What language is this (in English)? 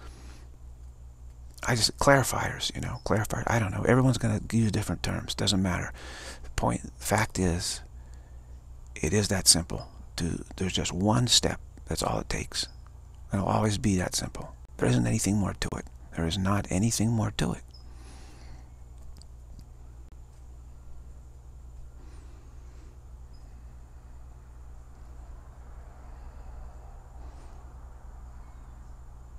English